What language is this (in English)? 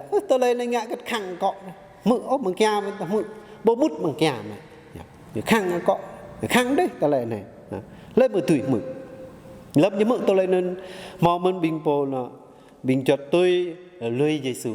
Jarai